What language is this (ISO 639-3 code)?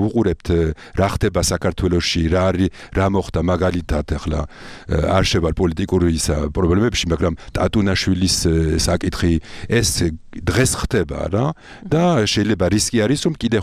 kat